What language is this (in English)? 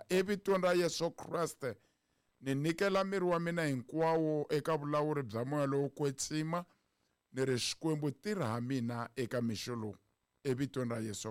Tsonga